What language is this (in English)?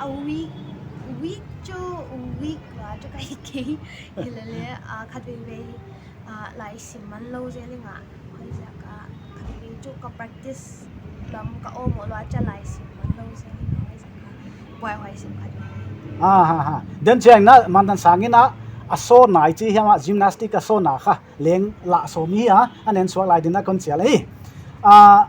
Paite Chin